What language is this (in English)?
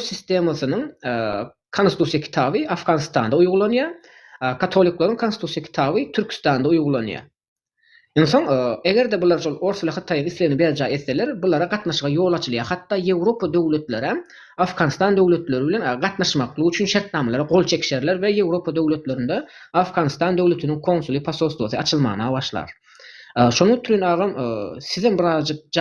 Turkmen